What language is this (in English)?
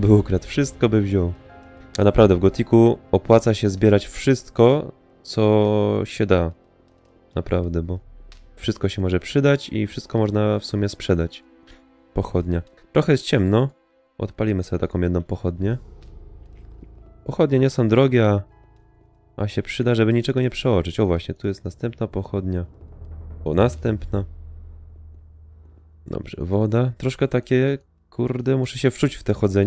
Polish